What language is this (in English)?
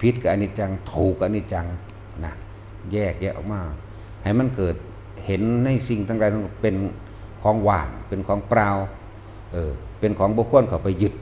Northeastern Thai